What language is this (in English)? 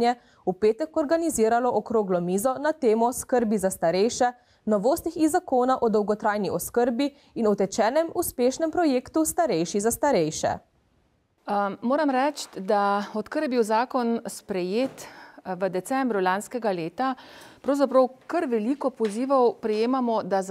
Slovenian